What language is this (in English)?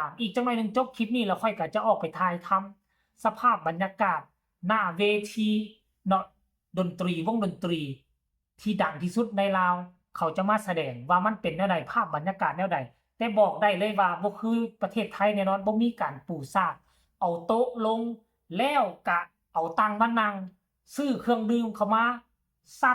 Northeastern Thai